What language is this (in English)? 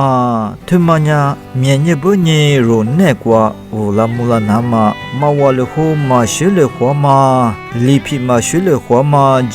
Lisu